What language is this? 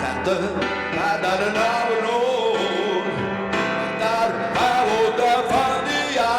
Ossetic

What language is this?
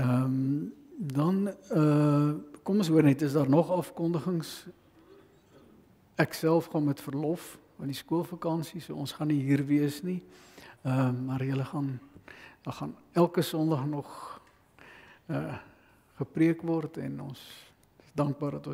Afrikaans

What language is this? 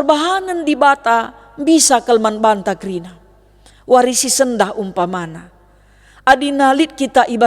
Batak Karo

